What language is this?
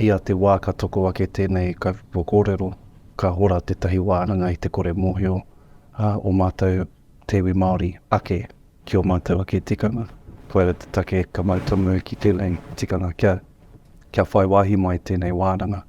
Māori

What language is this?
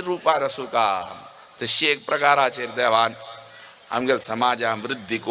Konkani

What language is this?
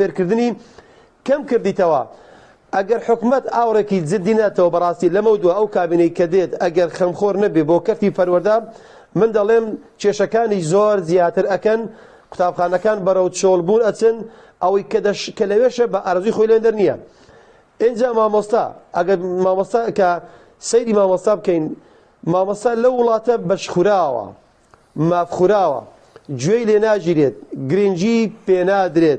Central Kurdish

